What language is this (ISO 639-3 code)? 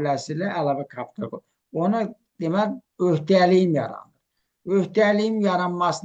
aze